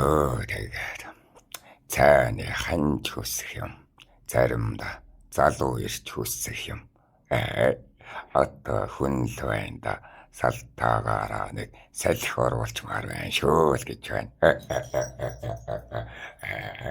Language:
Mongolian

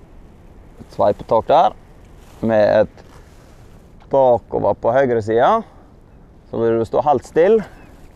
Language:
Norwegian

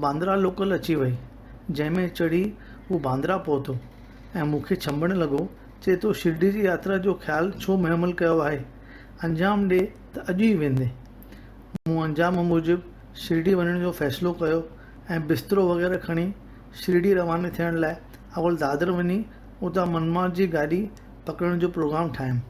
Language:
Sindhi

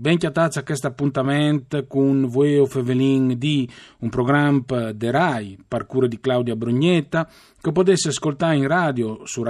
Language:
Friulian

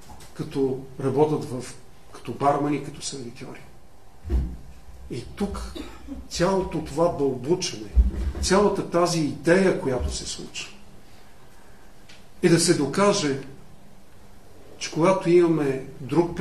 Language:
Bulgarian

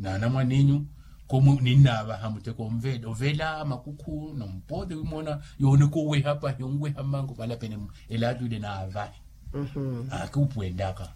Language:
Makhuwa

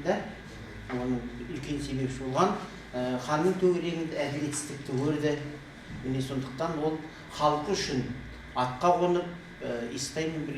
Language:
Kazakh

